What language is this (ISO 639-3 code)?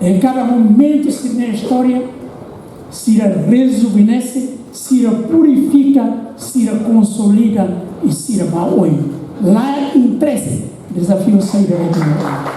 tet